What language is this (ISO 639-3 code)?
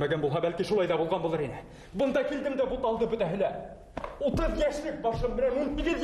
bak